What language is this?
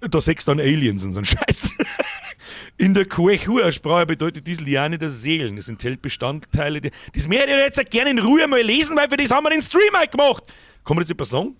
Bavarian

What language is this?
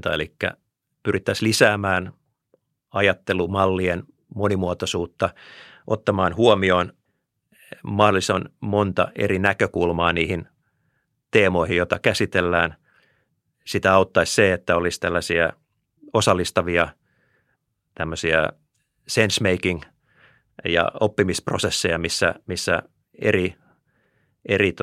Finnish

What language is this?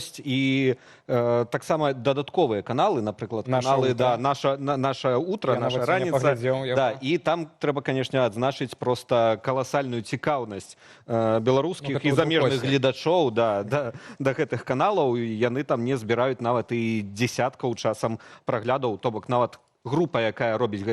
Belarusian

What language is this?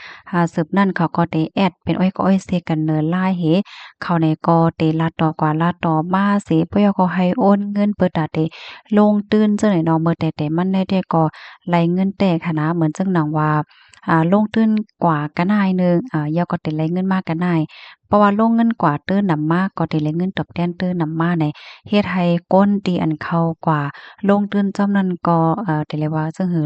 Shan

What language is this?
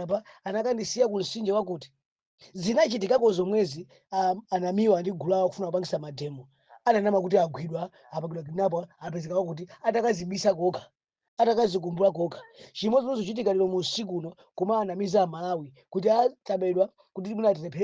Nyanja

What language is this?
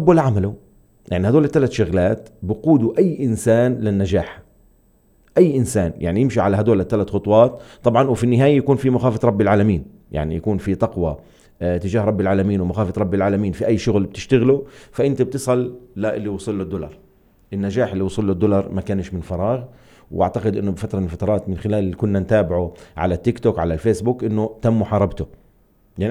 North Levantine Arabic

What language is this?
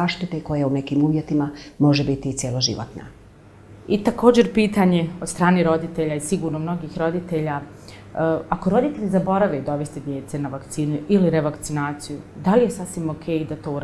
Bosnian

